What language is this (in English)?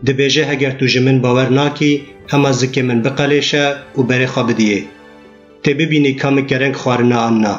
Kurdish